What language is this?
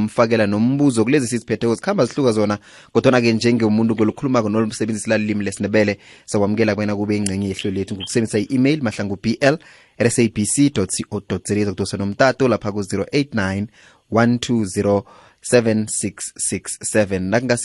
South Ndebele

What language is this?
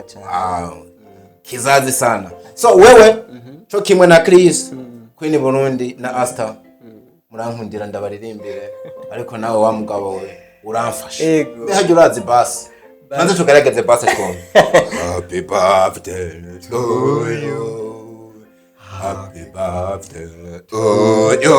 Rundi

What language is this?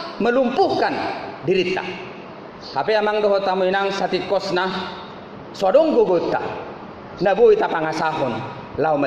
Batak Toba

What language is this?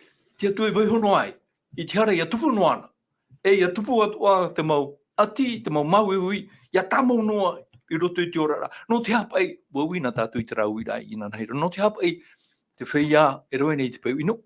Tahitian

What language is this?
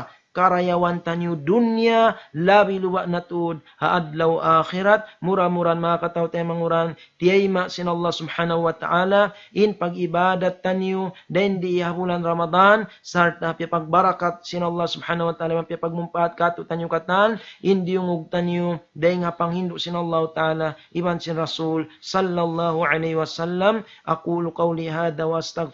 Tausug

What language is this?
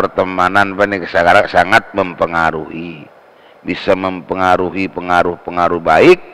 Madurese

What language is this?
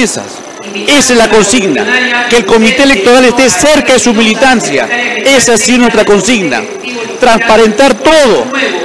Spanish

